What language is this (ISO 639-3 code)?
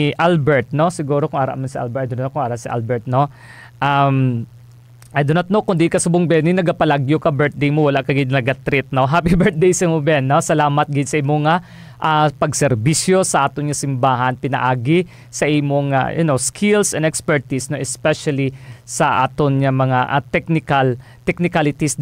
hil